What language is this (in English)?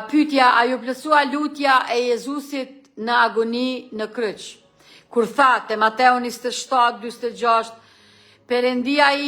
Albanian